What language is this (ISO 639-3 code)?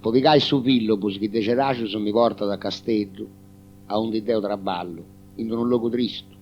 srd